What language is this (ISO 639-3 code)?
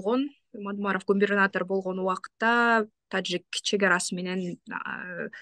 kir